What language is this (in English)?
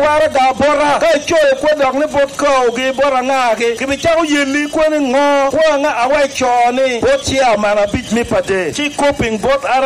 Lango (Uganda)